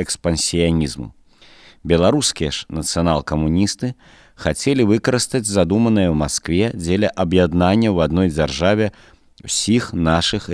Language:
Belarusian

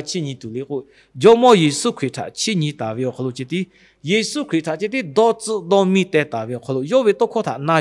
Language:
Lahu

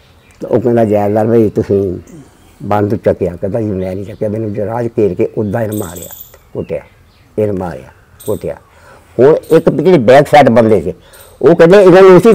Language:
Punjabi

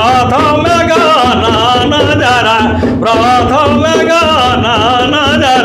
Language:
Sadri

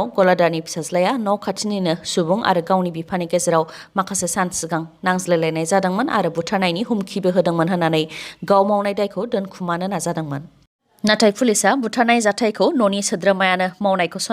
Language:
Bodo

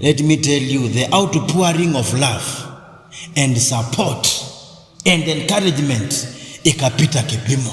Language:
Kamba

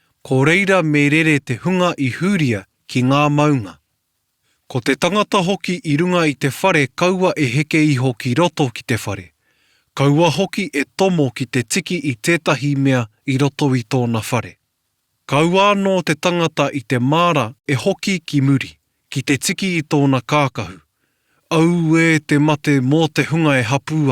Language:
Māori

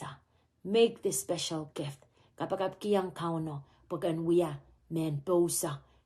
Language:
Pohnpeian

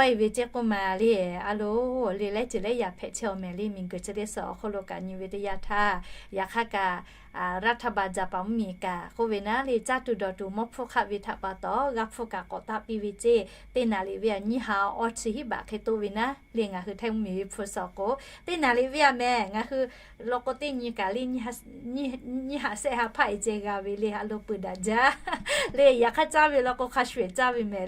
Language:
Lahu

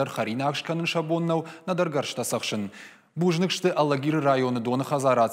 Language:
Ossetic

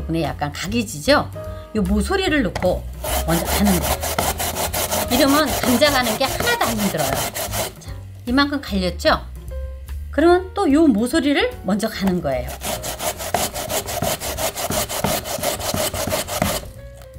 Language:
Korean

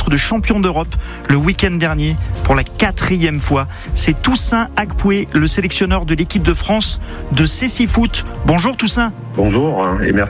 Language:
French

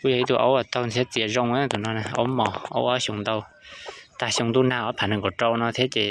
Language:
Hmong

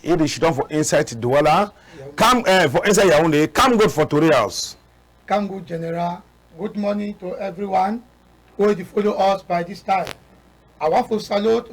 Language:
Cameroon Pidgin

